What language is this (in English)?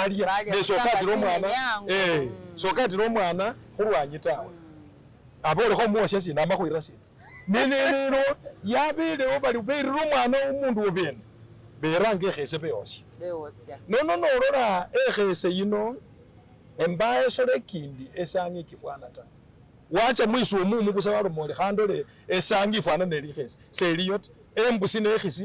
Masaaba